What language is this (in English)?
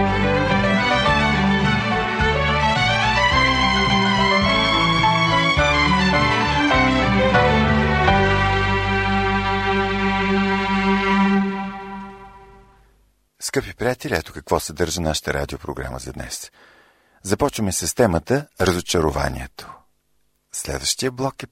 Bulgarian